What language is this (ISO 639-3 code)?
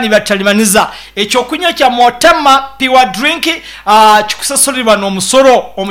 nyo